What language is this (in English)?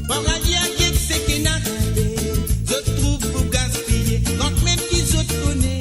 Morisyen